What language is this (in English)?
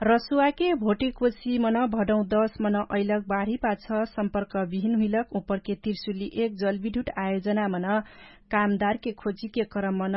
Dangaura Tharu